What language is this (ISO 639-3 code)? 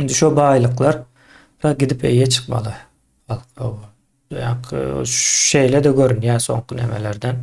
tuk